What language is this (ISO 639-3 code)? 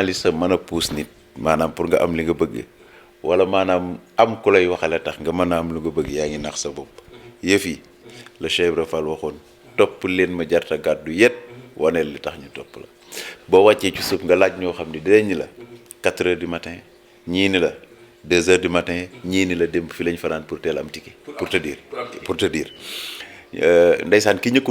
wol